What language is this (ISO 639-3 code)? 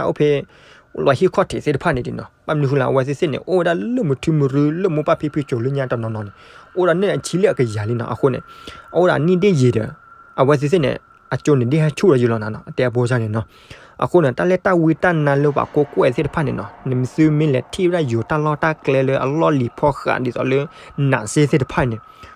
ksw